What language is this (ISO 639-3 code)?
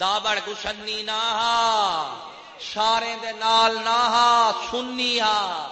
skr